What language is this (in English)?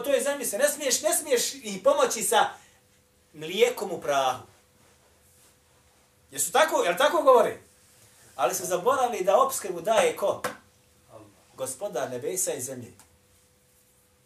Bosnian